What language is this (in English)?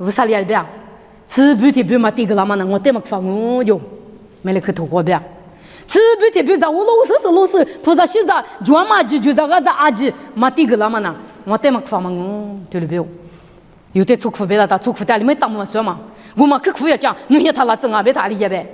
Lisu